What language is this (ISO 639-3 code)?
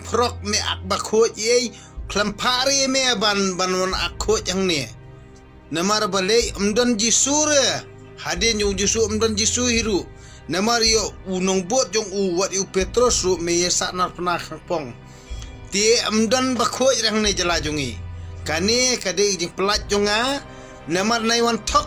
kha